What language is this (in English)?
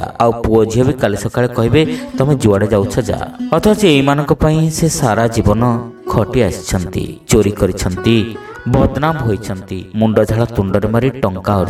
Odia